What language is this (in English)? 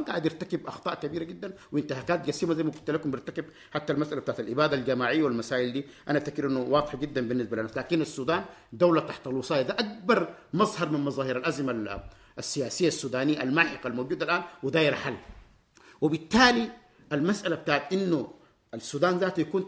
Sudanese Arabic